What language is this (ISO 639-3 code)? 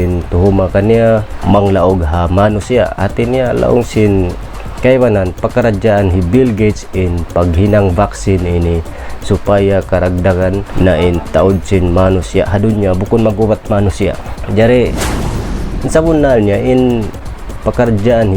tsg